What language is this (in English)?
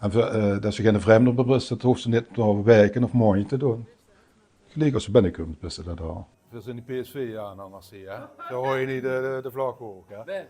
Limburgish